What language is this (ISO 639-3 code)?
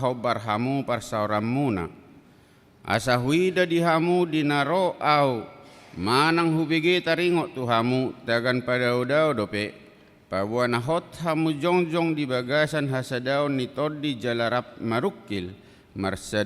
bbc